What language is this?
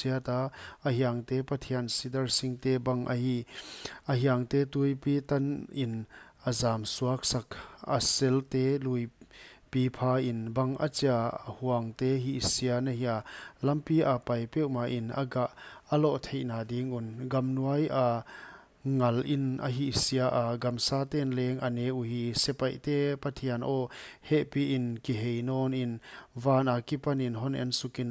Paite Chin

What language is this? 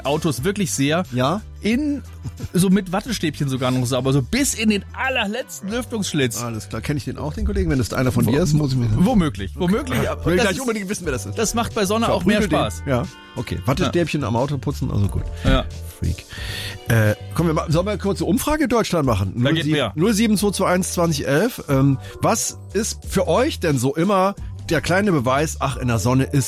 German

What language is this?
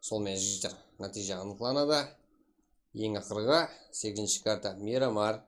Kara-Kalpak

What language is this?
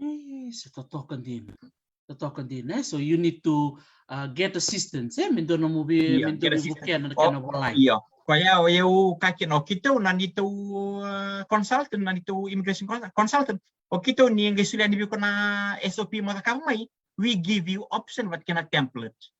Fijian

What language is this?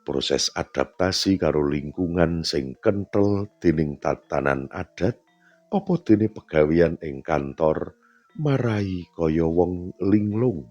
Javanese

